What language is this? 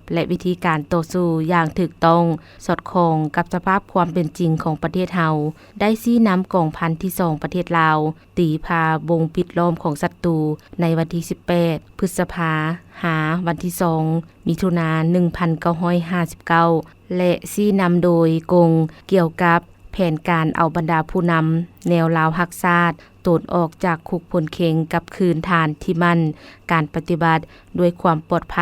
Lao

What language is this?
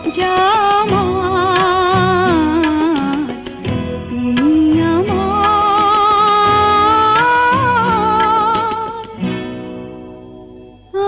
Bangla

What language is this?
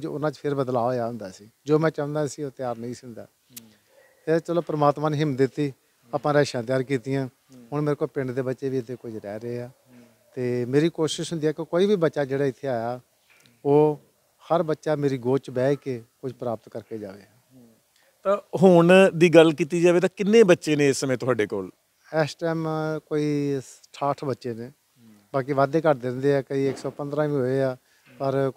Punjabi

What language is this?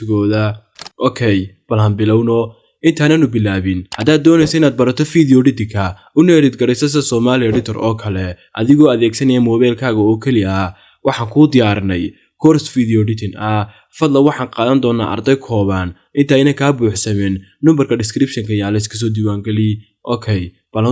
Somali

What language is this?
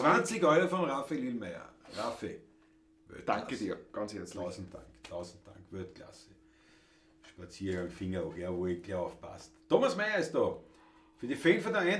Bavarian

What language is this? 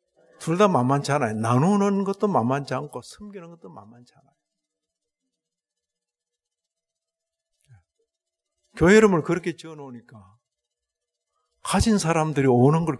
Korean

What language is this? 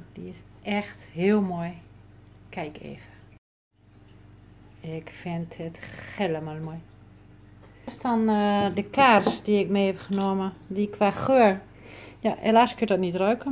Dutch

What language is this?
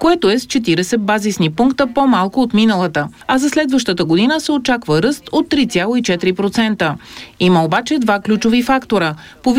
Bulgarian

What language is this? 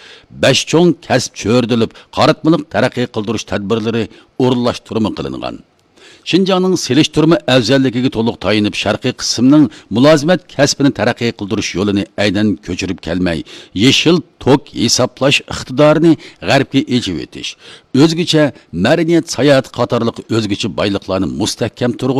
Uyghur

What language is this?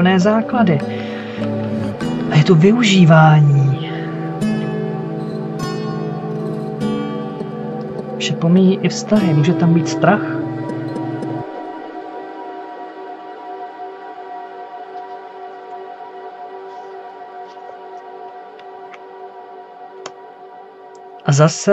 Czech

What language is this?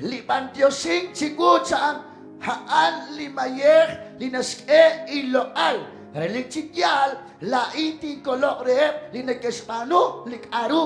Kekchí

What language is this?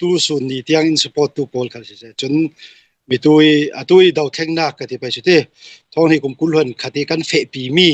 Hakha Chin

